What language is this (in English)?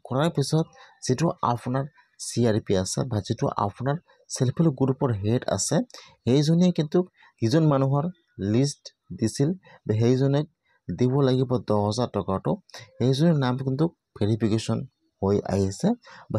Assamese